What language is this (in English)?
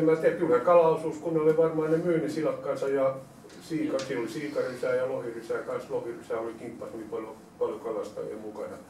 Finnish